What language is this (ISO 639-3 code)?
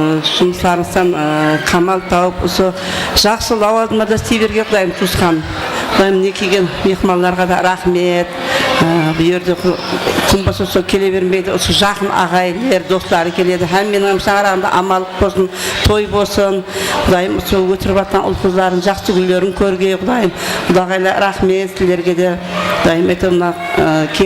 kaa